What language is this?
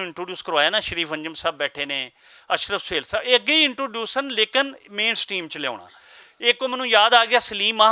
Western Panjabi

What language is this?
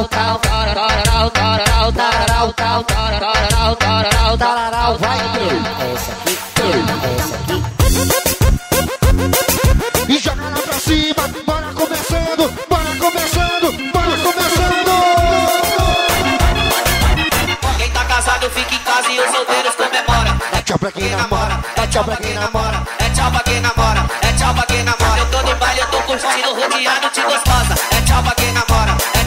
Portuguese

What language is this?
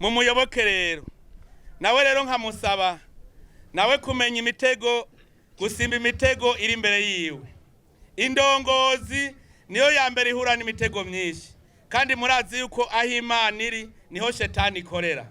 Rundi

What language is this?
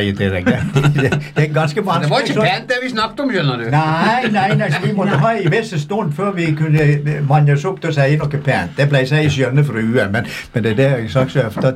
Norwegian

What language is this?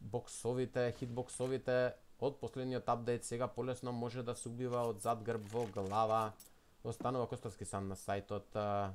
Macedonian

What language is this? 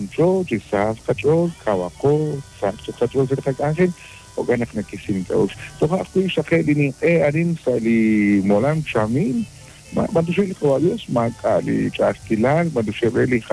Kekchí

